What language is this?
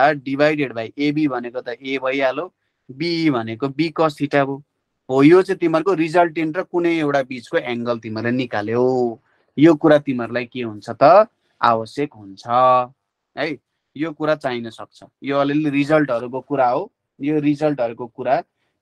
Nepali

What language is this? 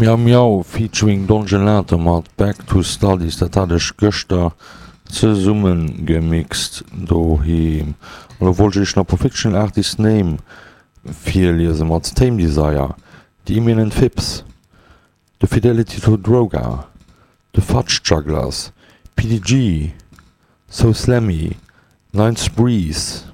Luxembourgish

